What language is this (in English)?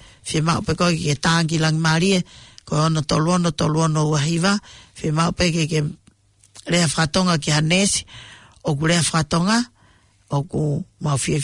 Tongan